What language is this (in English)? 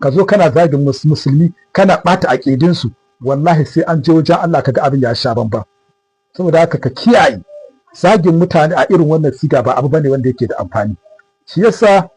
Hausa